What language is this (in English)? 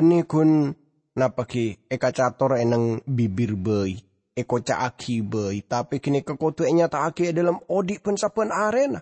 Madurese